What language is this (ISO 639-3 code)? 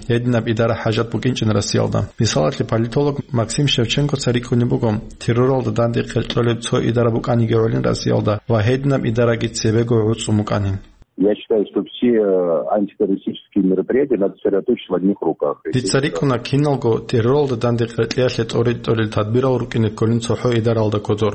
ava